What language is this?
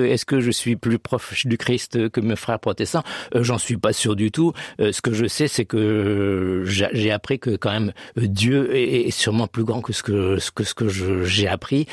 French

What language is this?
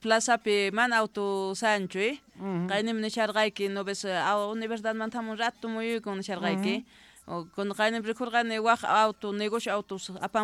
Quechua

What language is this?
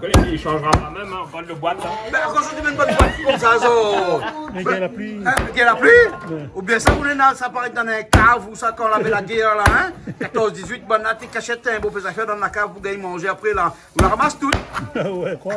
Réunion Creole French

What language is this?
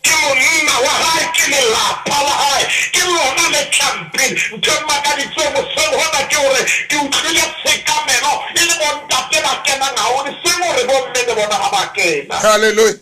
Southern Sotho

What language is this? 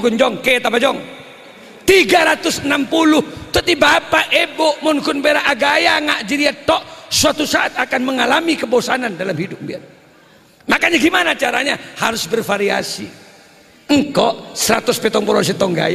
Madurese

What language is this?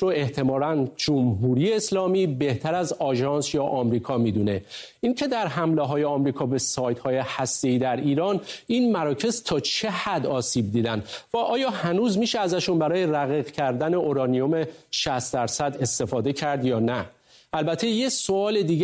Persian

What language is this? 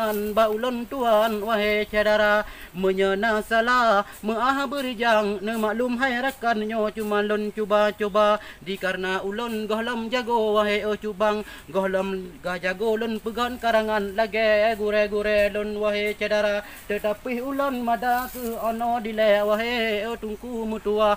Achinese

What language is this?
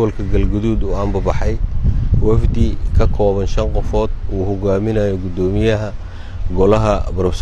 Somali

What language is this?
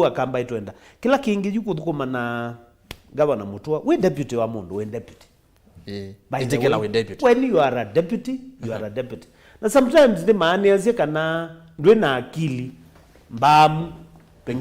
Kamba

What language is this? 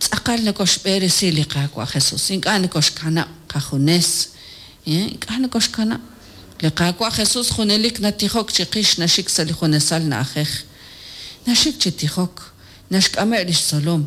Kekchí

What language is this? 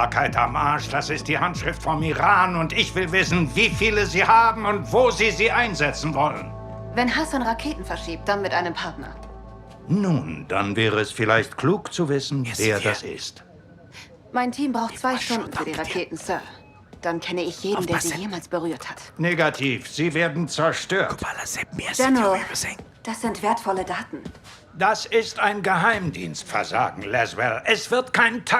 Bavarian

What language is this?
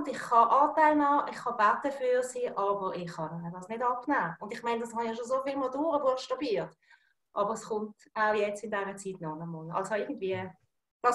Swiss German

